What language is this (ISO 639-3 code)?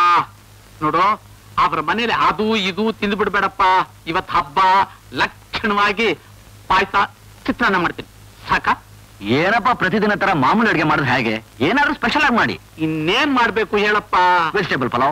kan